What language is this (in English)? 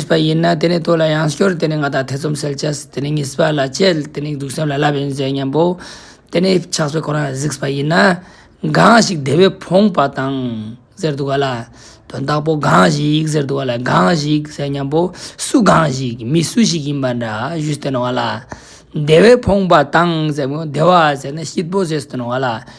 Ladakhi